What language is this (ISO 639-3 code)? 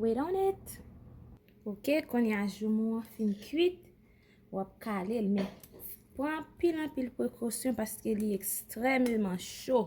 hat